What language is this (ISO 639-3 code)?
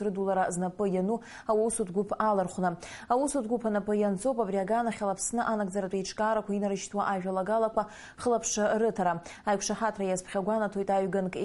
abk